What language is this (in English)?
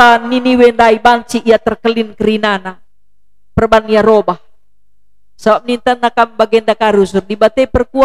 Batak Karo